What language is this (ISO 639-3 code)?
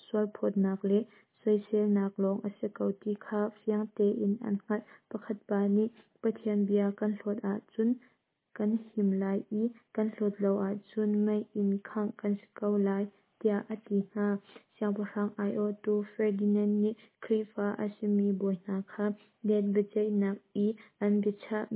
cnh